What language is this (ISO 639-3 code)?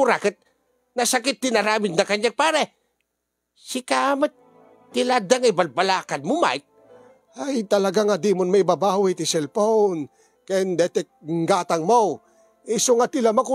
ilo